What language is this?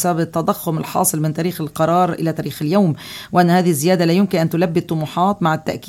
Arabic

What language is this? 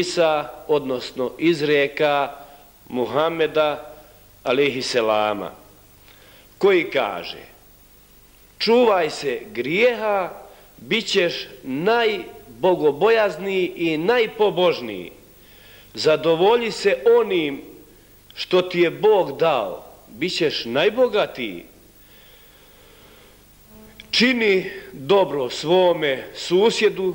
Bosnian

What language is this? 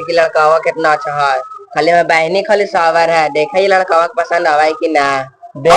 Magahi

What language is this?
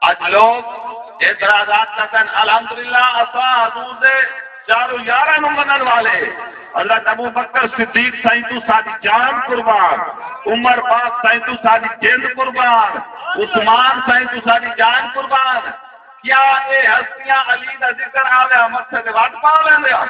Saraiki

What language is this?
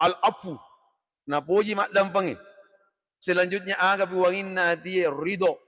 Buginese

